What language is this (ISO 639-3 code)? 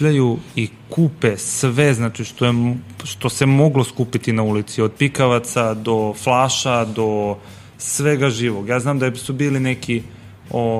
srp